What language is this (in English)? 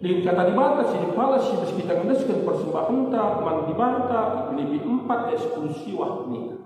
Batak Karo